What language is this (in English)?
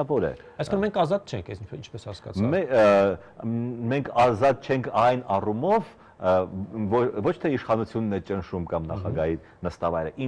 Armenian